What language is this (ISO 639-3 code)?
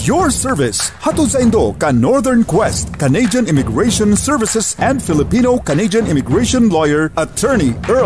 bik